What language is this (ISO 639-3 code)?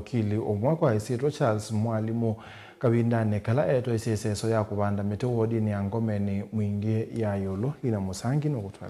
kam